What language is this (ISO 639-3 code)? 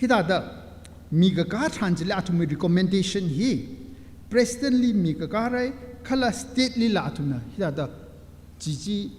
nmf